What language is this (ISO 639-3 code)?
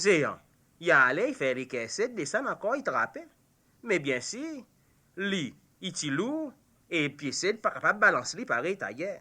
crs